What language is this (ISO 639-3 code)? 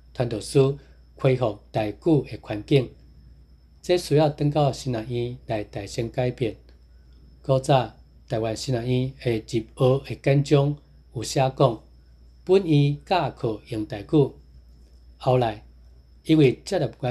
nan